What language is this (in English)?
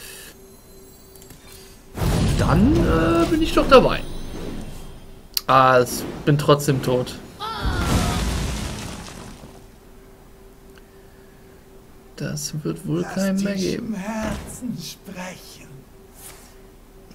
German